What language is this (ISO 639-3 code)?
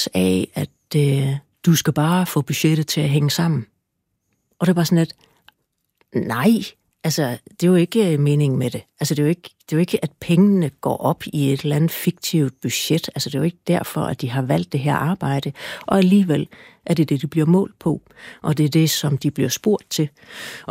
dan